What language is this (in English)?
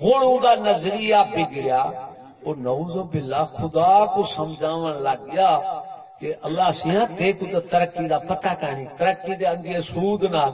Saraiki